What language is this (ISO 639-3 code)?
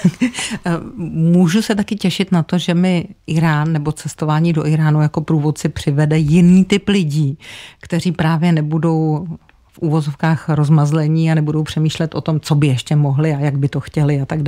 ces